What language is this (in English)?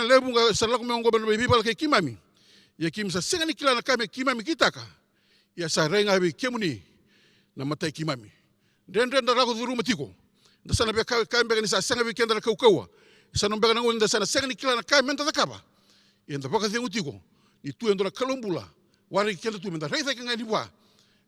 Fijian